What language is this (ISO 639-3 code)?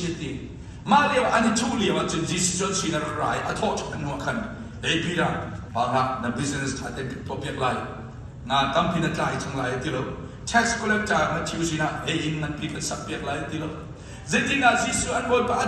cnh